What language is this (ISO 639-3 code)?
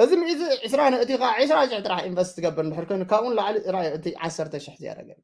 tir